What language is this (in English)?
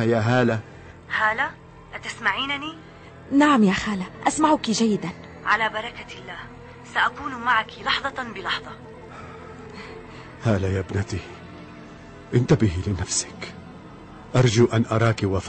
Arabic